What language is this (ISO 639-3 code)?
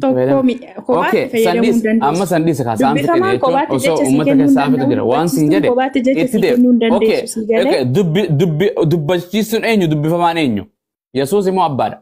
orm